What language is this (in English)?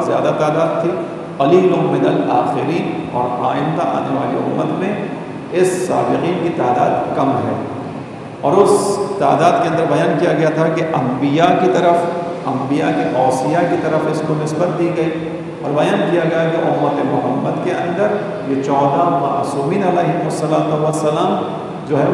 Urdu